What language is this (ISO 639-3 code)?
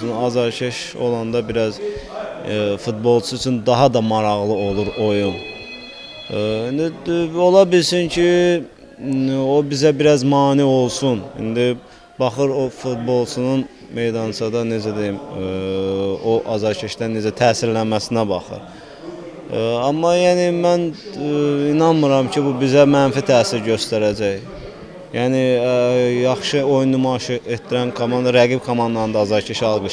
aze